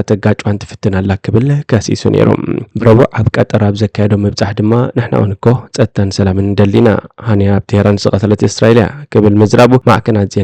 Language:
Tigrinya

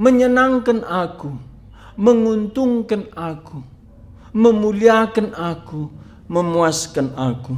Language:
Batak Karo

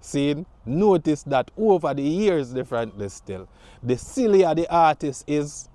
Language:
Jamaican Creole English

